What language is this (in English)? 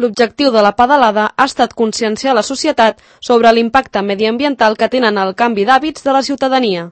Catalan